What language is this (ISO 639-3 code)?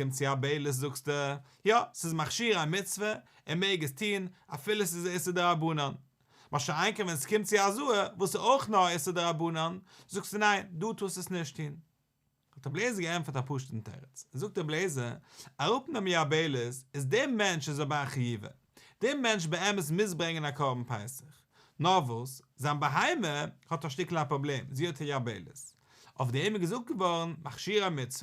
yid